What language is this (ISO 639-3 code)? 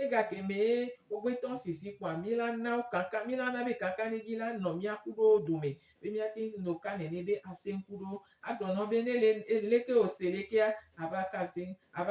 gej